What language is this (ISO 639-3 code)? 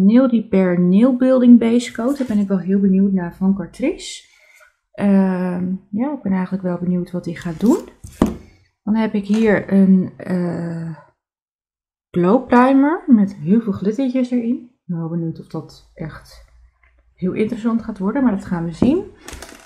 nld